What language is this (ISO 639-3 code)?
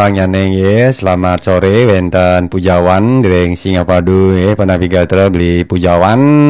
ban